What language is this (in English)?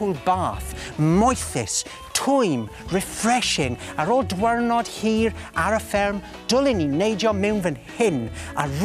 Welsh